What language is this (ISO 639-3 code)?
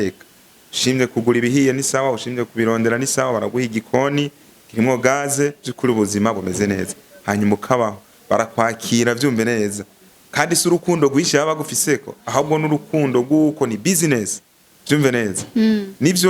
run